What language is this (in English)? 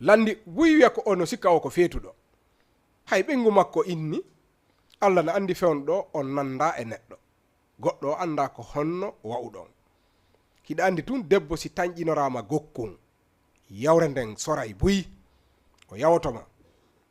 Fula